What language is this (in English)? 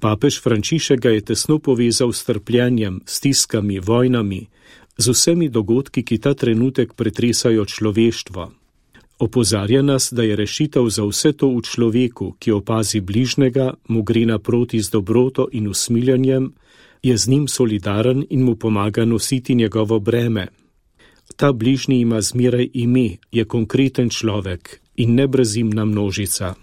Slovenian